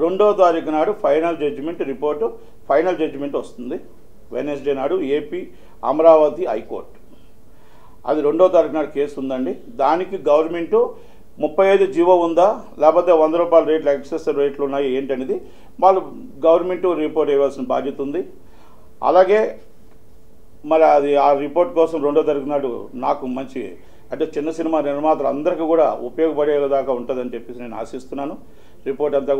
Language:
Telugu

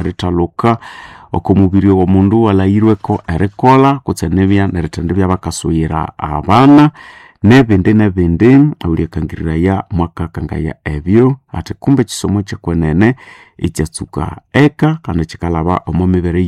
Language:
Nande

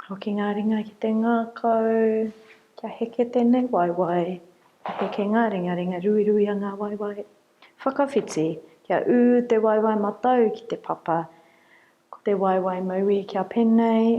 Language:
Māori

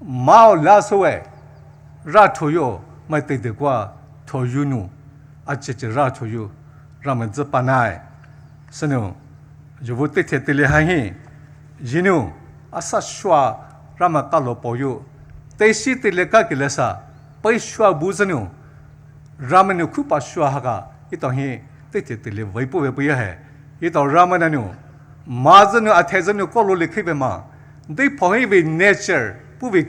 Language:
Poumei Naga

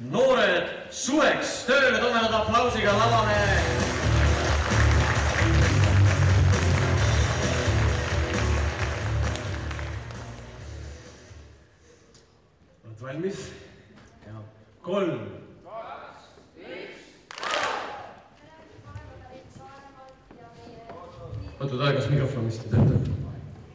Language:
Estonian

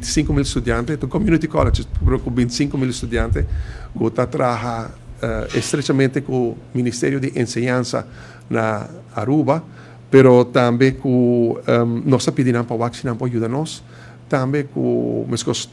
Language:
Papiamento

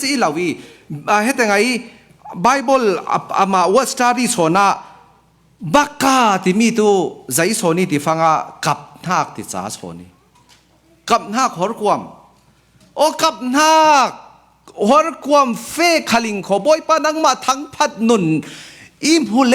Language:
Falam Chin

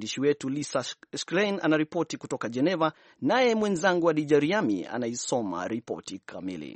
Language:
Swahili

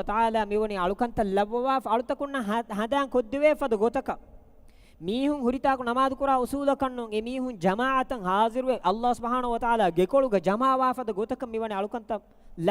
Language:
Divehi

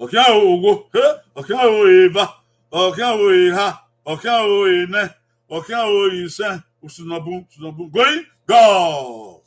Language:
Bini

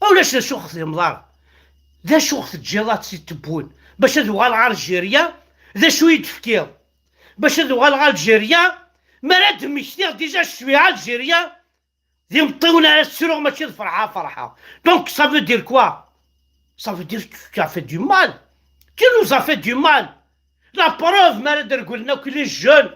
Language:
Kabyle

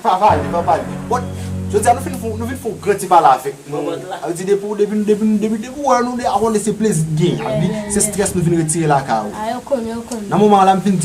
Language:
Haitian Creole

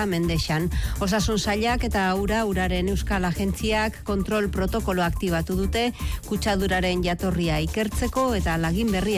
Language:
Basque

